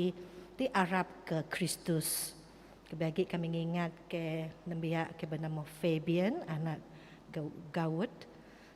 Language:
Iban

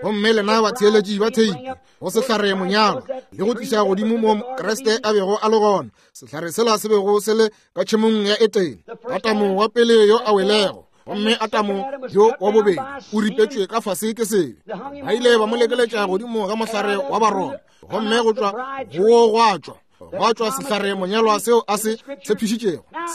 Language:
Northern Sotho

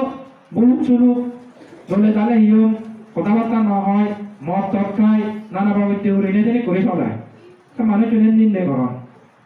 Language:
Chakma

